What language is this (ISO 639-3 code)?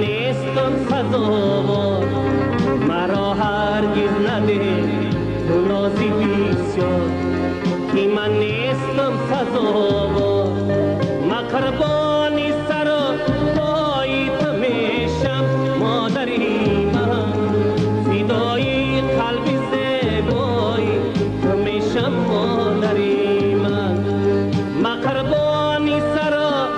tgk